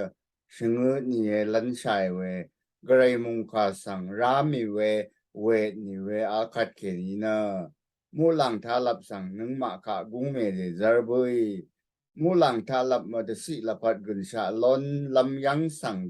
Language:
Rawang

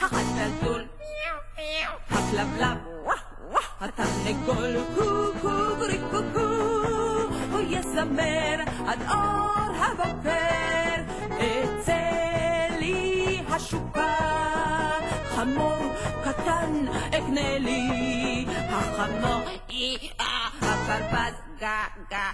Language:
Hebrew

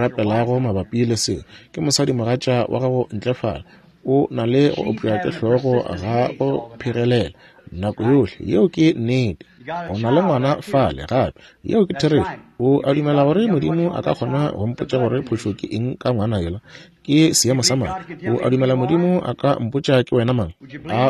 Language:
Northern Sotho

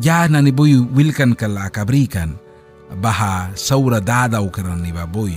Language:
Mískito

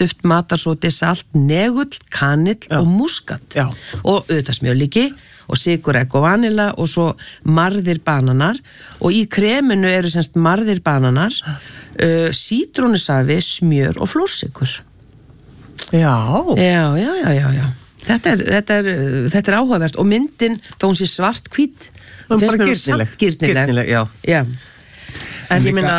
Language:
Icelandic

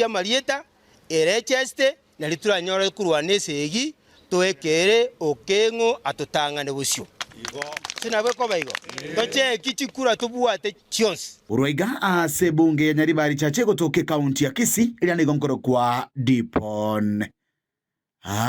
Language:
Gusii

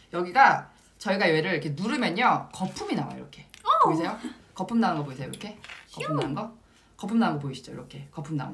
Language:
Korean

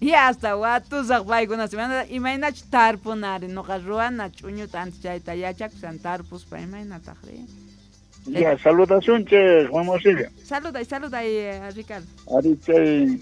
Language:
South Bolivian Quechua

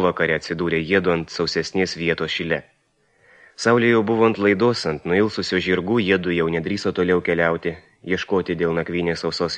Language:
Lithuanian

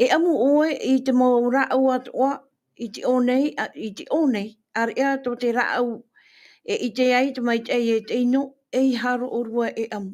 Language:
Tahitian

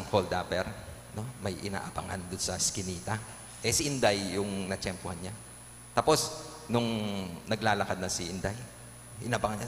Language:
Pampanga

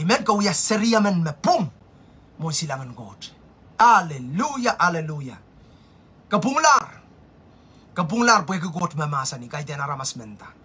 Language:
Pohnpeian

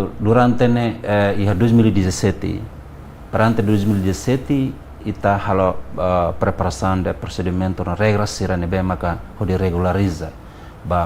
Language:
Tetum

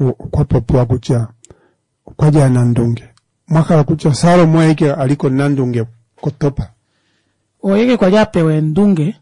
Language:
Kuanyama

